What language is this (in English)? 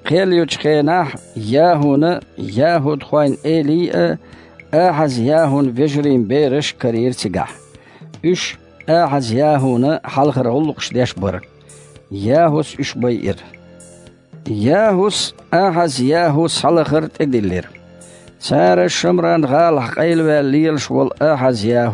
Chechen